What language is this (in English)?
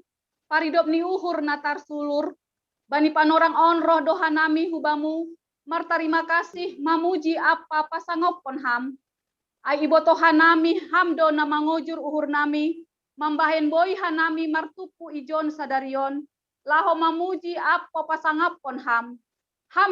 Batak Simalungun